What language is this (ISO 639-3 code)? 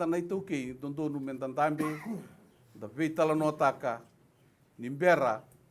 fij